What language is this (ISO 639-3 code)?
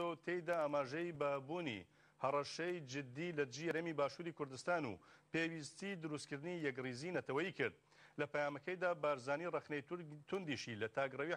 ckb